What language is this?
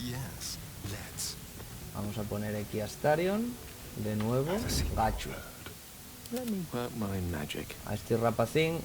Asturian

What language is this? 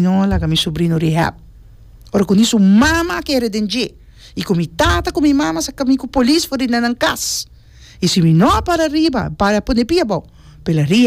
Papiamento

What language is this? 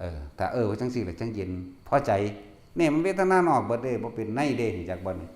Northeastern Thai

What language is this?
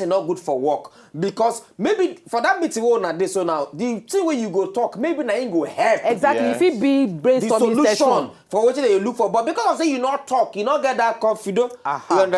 Nigerian Pidgin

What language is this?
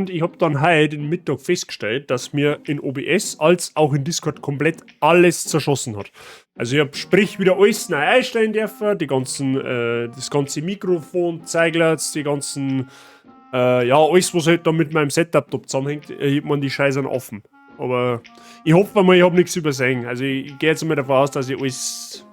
Bavarian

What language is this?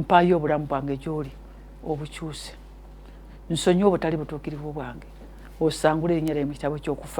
Ganda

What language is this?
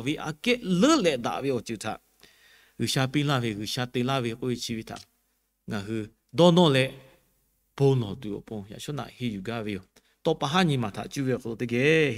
Lahu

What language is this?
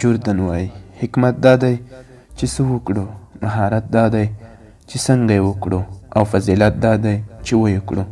Pashto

